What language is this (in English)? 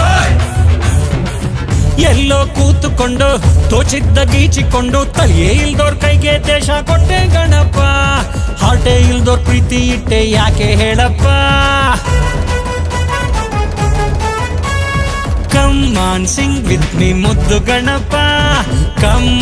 Kannada